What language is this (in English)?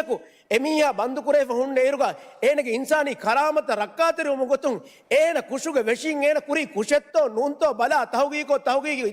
Divehi